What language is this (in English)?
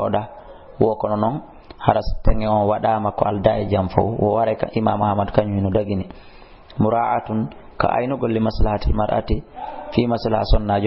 Fula